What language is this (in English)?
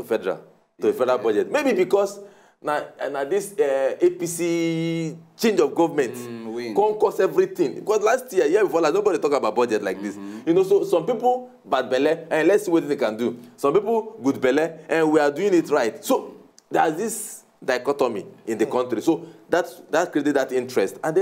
Nigerian Pidgin